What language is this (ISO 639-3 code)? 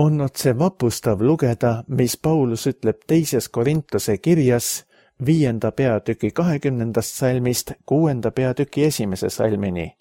est